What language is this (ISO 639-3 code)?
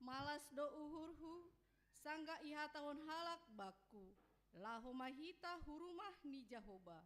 bts